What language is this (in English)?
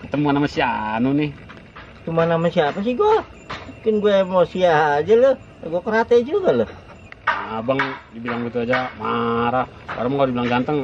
Betawi